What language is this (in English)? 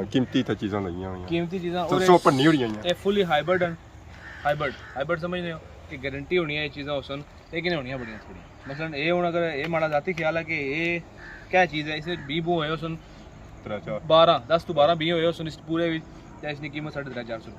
Pahari-Potwari